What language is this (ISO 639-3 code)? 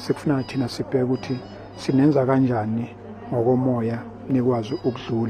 zul